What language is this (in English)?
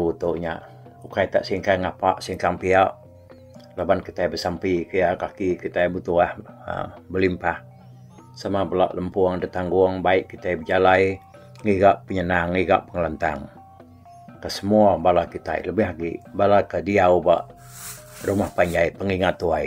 Iban